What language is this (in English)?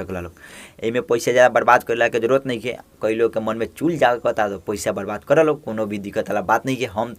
Bhojpuri